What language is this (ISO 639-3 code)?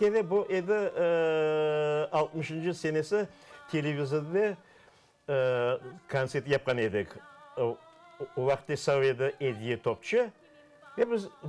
crh